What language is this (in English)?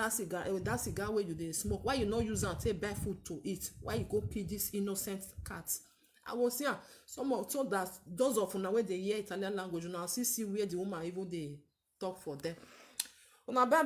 Nigerian Pidgin